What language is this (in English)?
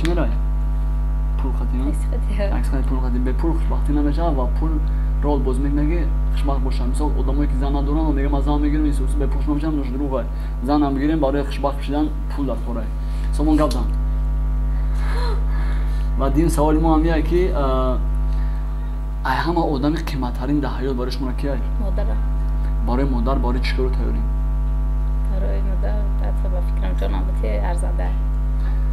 Tajik